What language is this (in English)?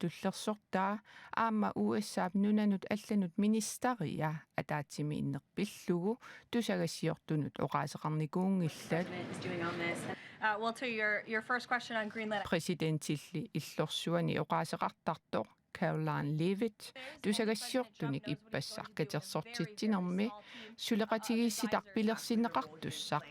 Kalaallisut